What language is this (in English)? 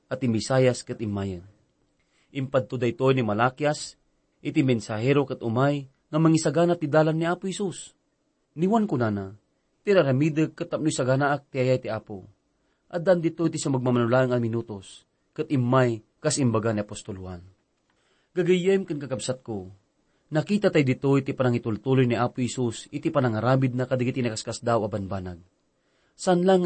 Iloko